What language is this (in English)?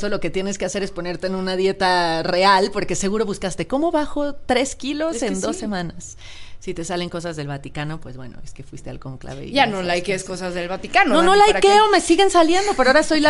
Spanish